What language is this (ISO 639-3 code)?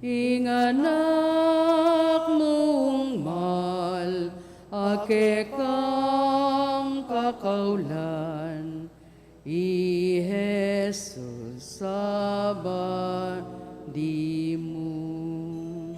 pam